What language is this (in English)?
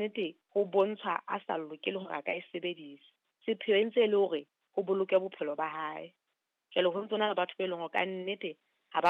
Southern Sotho